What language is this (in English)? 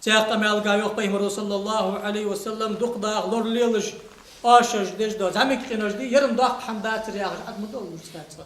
Ingush